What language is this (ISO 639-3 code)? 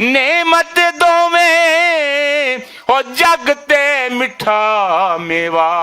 lah